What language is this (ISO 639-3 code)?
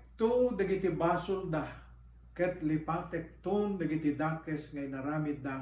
ilo